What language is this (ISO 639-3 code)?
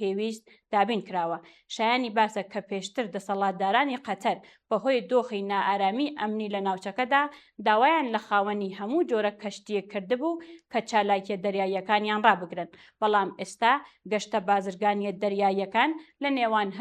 ckb